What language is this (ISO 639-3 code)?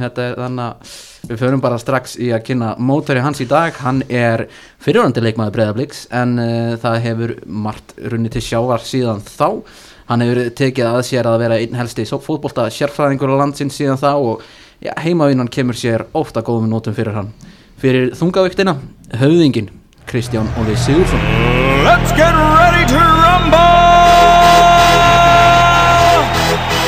isl